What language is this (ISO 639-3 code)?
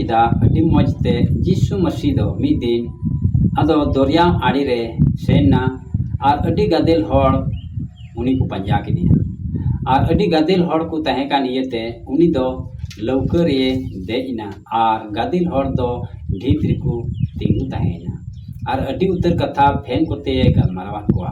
sat